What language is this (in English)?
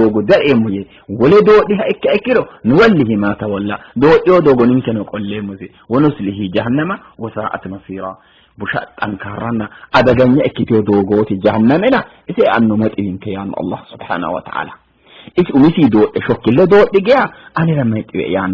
Sidamo